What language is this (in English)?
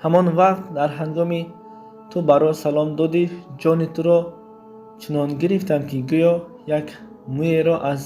Tajik